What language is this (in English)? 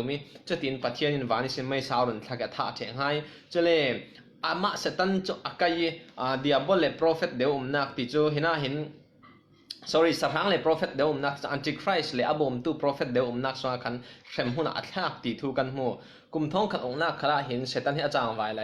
Falam Chin